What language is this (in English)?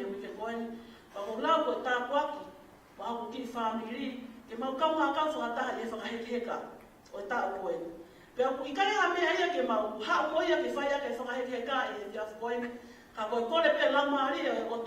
Tongan